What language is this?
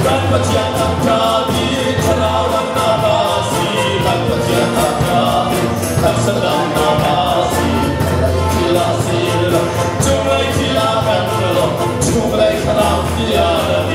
Hakha Chin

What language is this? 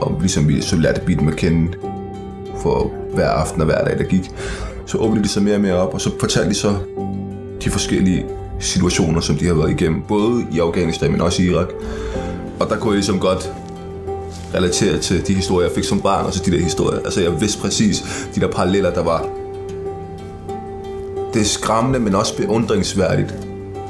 Danish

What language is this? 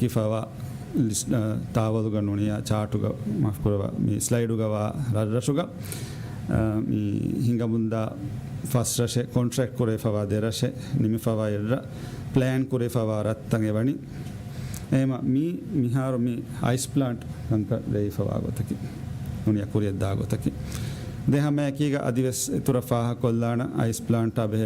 Divehi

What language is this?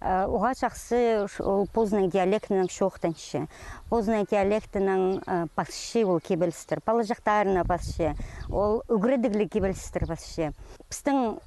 Khakas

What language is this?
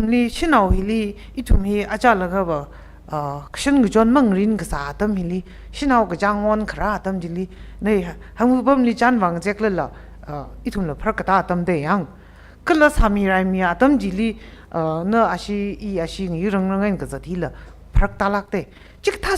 Tangkhul Naga (India)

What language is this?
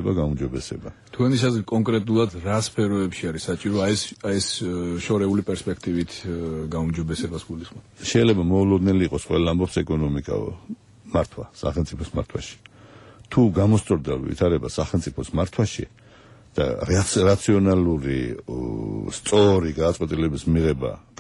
Georgian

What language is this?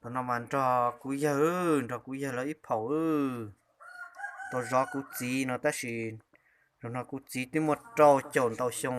Hmong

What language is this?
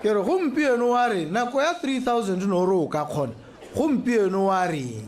Tswana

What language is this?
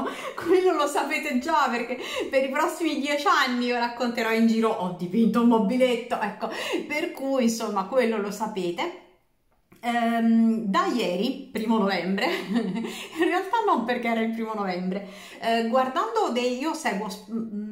Italian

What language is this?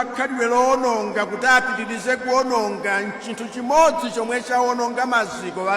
Nyanja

